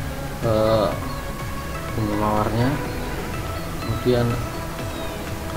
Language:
Indonesian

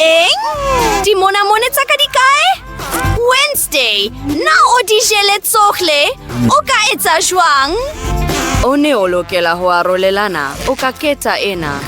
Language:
Southern Sotho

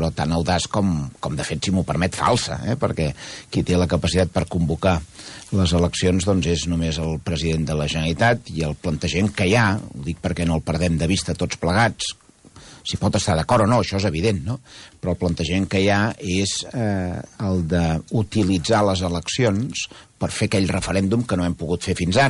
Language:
Catalan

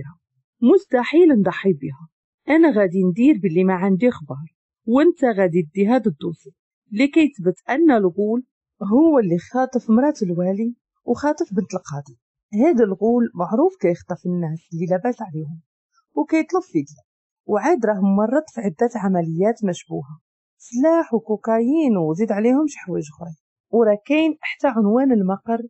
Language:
Moroccan Arabic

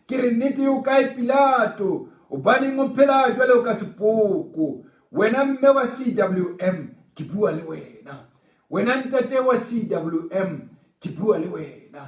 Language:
Southern Sotho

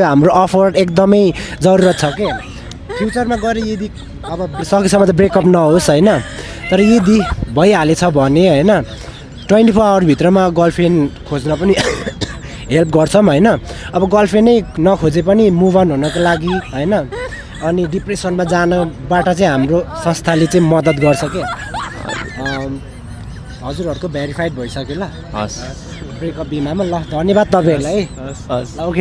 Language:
Nepali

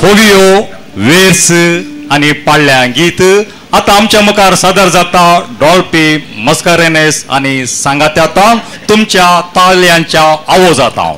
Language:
Konkani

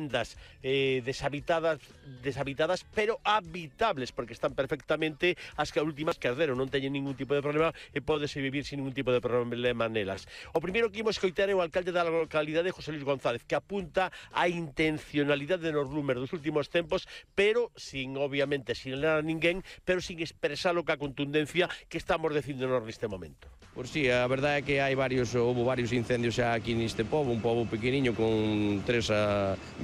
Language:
Galician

